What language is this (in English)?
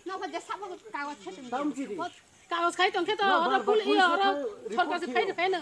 Kok Borok